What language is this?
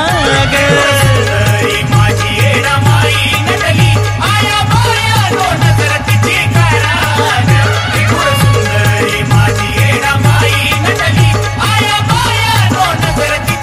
Marathi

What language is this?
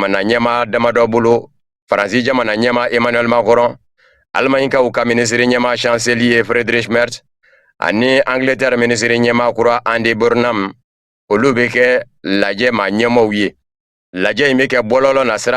Bambara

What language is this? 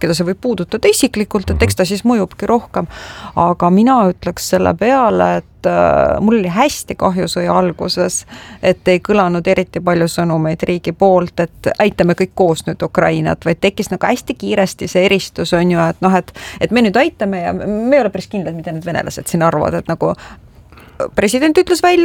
Estonian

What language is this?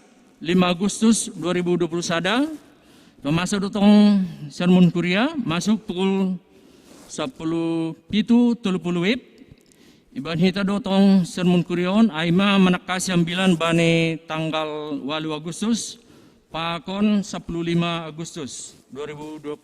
Batak Simalungun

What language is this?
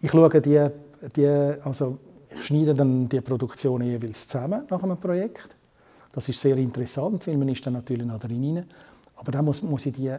Swiss German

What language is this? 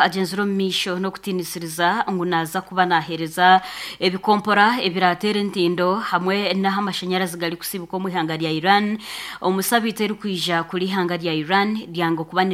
Nyankole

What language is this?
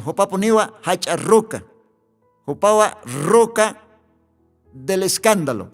Aymara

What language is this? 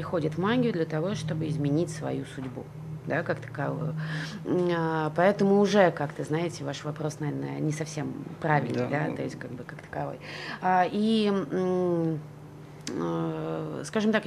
Russian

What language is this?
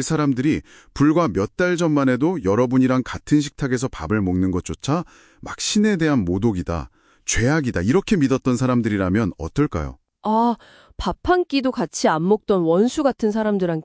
Korean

